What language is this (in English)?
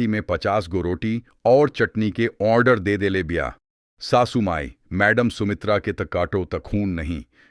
Bhojpuri